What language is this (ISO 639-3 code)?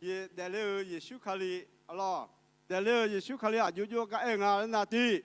ahk